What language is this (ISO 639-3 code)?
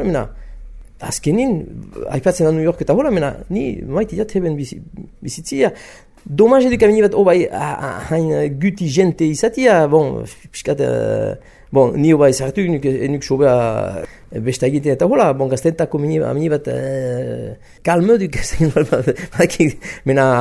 eus